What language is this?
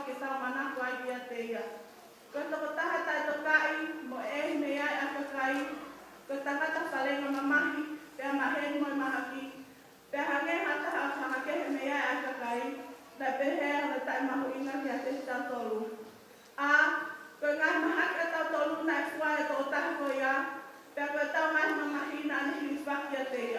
Tongan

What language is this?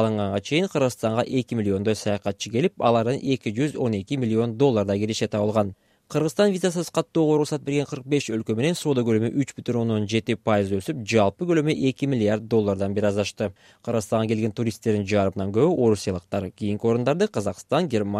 Kyrgyz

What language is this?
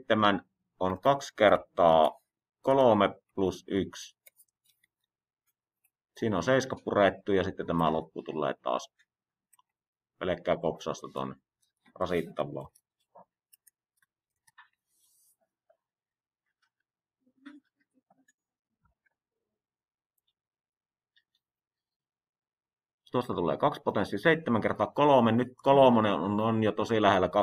Finnish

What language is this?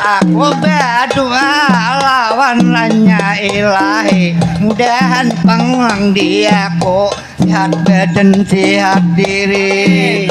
Banjar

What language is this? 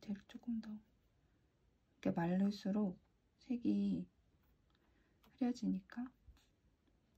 Korean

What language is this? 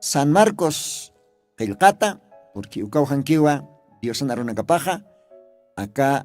Aymara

